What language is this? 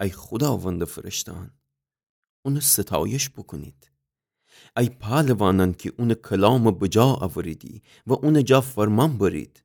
Gilaki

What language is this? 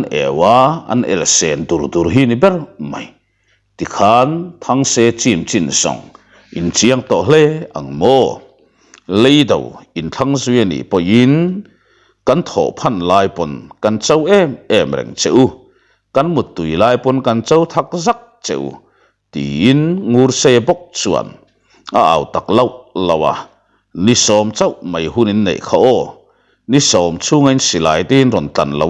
Mizo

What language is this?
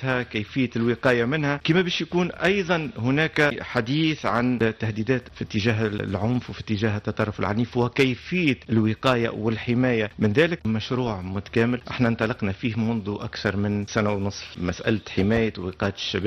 Tunisian Arabic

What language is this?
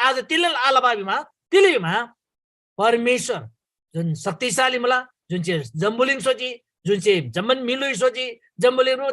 Eastern Tamang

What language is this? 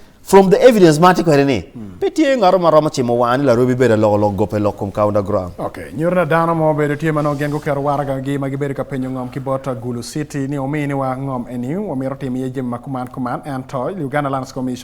Acoli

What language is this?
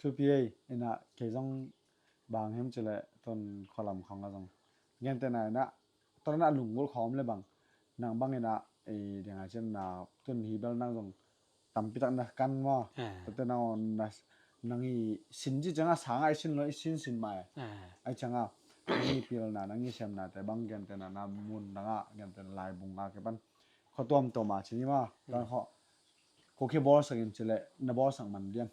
Tedim Chin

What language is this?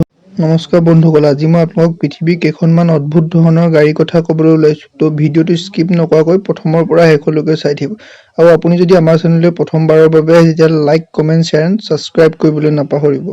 Assamese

